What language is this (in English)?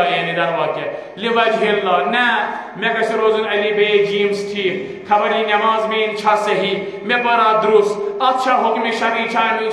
Kashmiri